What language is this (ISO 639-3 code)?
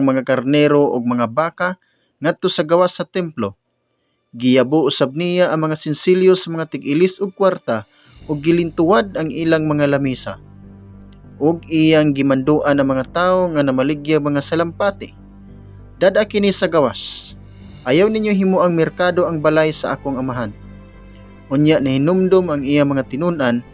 ceb